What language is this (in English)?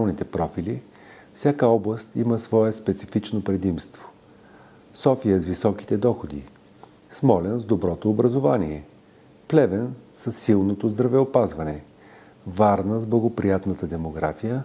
Bulgarian